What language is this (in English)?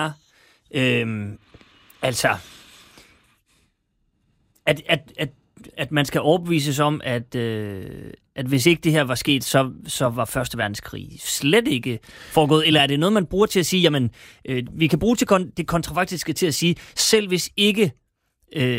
Danish